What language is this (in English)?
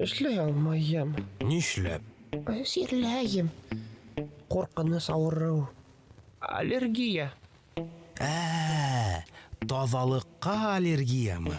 Bashkir